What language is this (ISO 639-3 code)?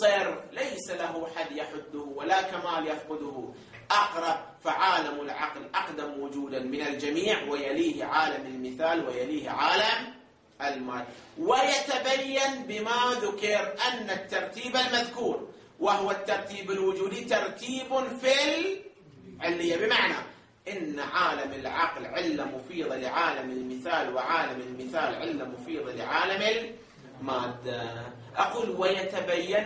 ara